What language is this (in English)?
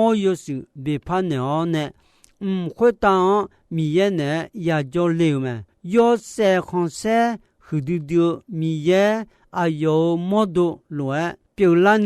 Akha